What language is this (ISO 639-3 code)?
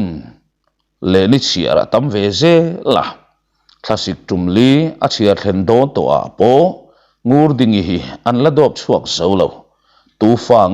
lus